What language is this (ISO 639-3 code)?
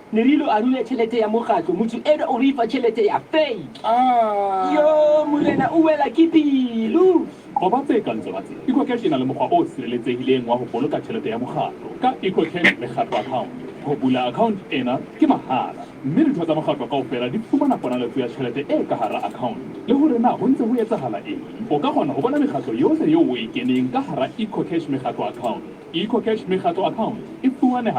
sot